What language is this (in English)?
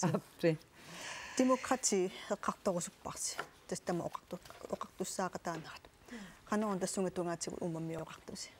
Kalaallisut